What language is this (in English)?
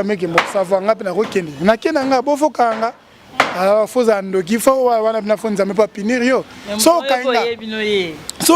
Lingala